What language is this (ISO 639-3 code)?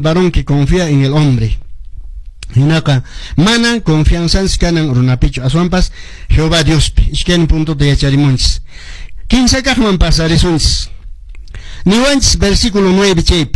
que